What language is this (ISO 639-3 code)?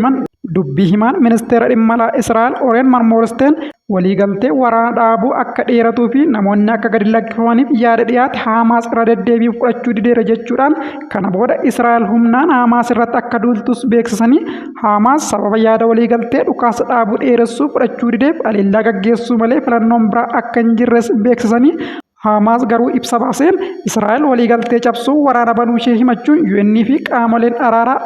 orm